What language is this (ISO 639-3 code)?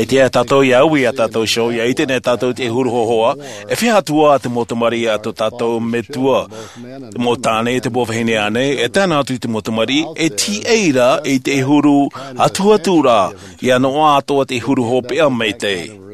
tah